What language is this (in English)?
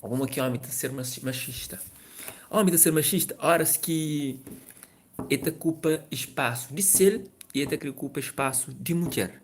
Kabuverdianu